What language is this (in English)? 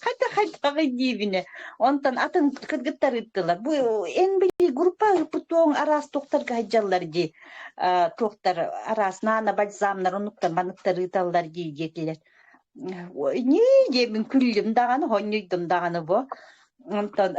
Yakut